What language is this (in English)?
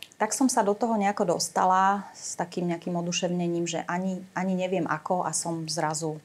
Slovak